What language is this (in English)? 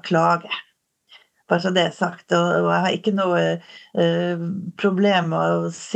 Norwegian